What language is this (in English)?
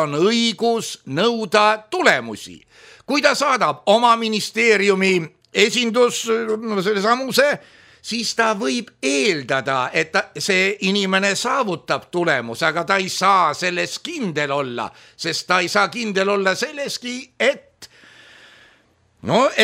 Estonian